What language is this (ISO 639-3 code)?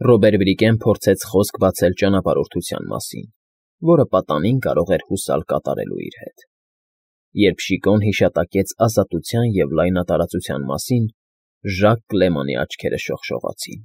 hye